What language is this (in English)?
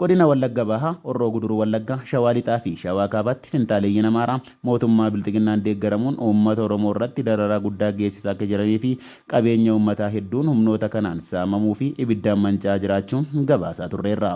Oromo